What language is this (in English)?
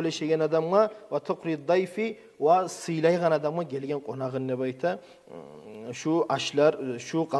Kumyk